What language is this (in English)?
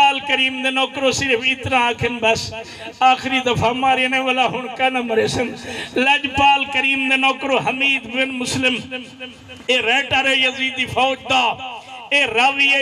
Saraiki